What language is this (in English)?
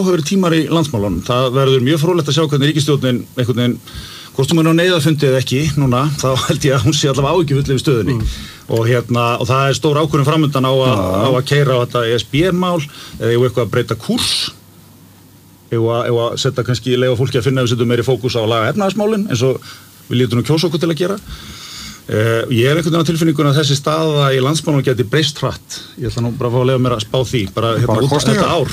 Icelandic